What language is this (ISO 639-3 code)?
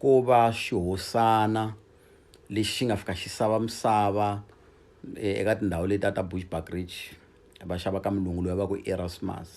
tso